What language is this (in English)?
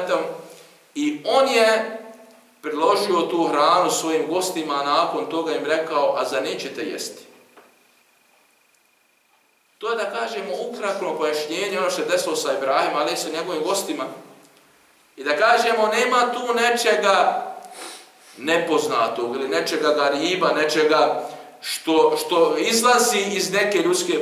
Bosnian